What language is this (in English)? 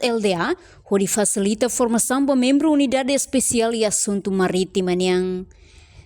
Tetum